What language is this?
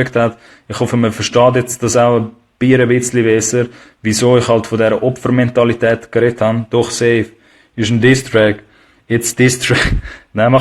Swiss German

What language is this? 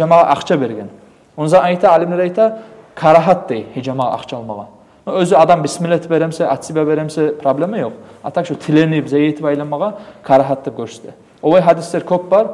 Kumyk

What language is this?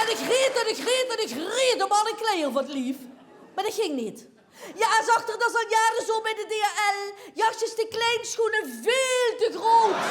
Limburgish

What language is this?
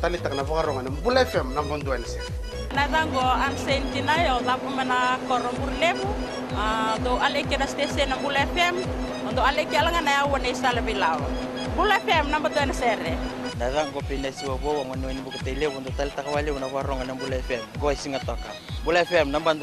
Fijian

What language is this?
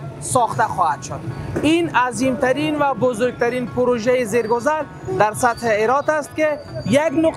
Persian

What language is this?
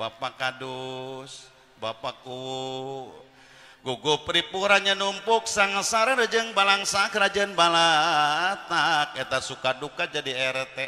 Sundanese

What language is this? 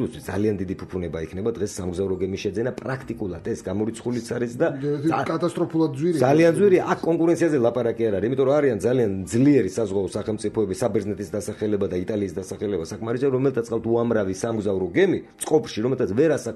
Georgian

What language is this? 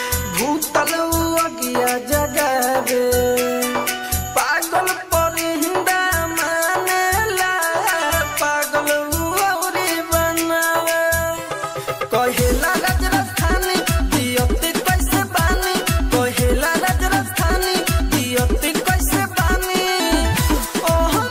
Bhojpuri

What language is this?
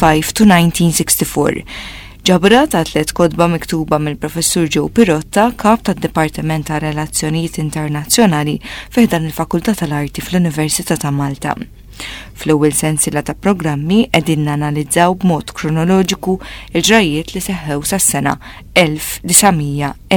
Maltese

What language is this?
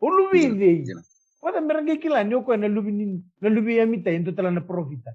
Fijian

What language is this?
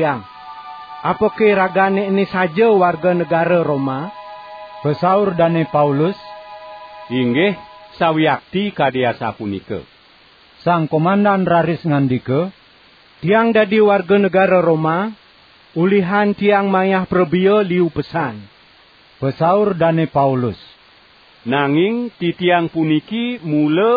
Balinese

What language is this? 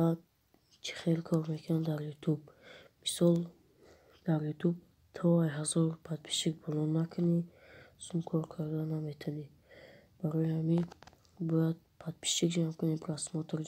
Tajik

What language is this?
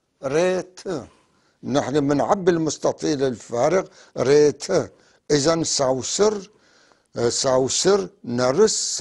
North Levantine Arabic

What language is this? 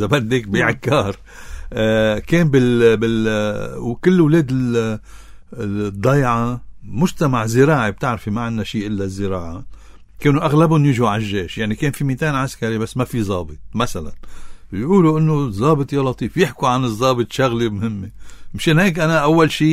North Levantine Arabic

